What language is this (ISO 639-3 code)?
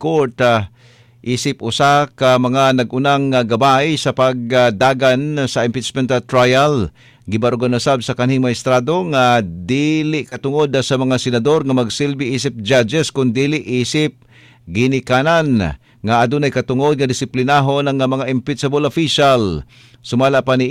ceb